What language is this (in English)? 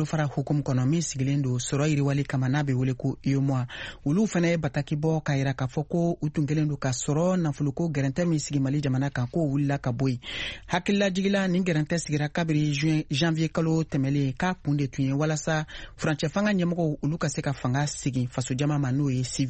Bambara